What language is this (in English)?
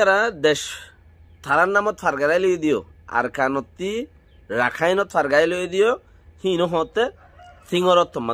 Rohingya